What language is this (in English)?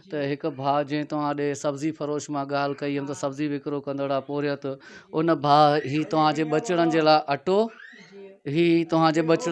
Sindhi